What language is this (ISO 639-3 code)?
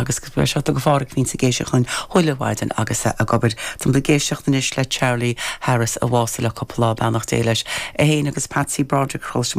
gle